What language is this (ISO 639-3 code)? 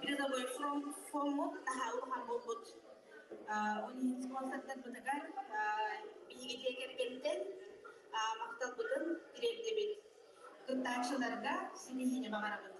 sah